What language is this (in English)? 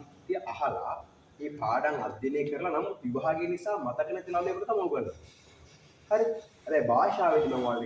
Sinhala